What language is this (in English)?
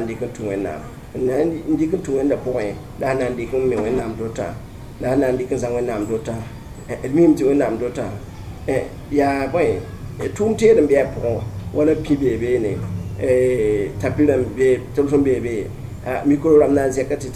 Mossi